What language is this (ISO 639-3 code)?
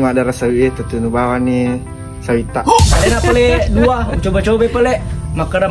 bug